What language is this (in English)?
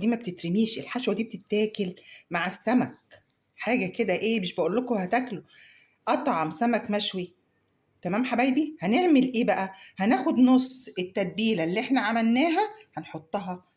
Egyptian Arabic